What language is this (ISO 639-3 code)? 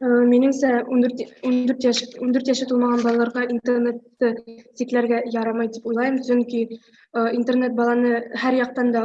bak